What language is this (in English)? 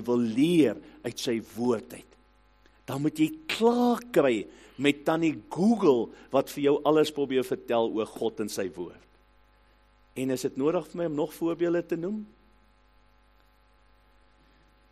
Afrikaans